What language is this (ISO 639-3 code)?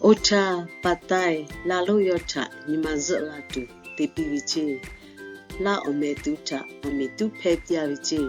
lhu